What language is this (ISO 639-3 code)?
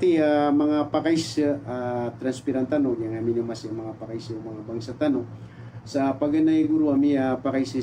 mrw